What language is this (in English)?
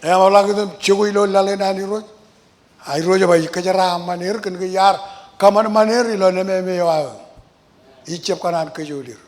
Marshallese